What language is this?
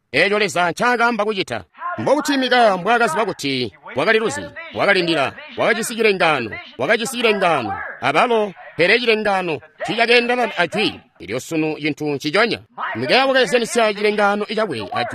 Tonga (Zambia)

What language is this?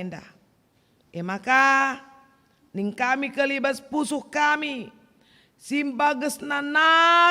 Batak Karo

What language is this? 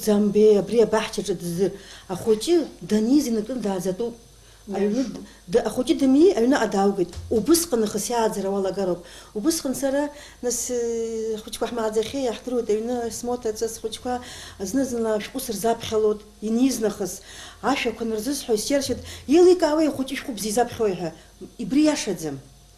Abkhazian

